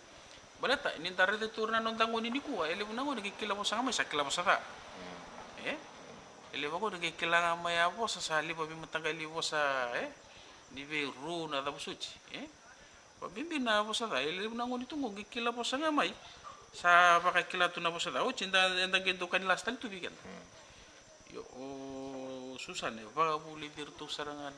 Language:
Fijian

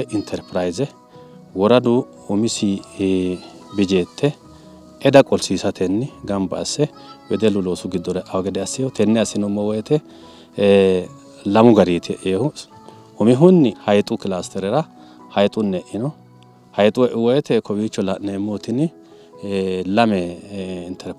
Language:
Sidamo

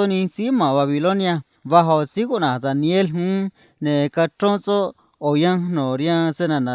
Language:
Copala Triqui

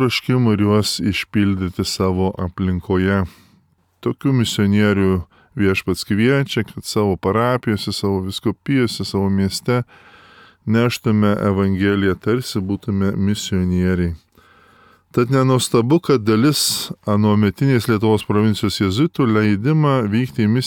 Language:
Lithuanian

